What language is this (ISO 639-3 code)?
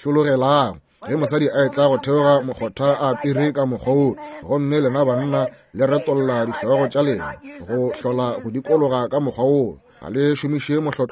nso